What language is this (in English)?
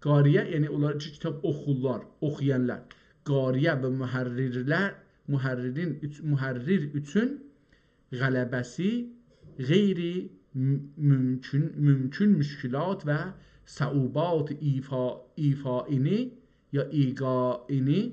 South Azerbaijani